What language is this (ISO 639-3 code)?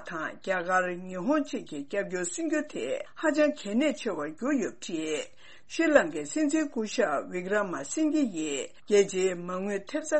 bod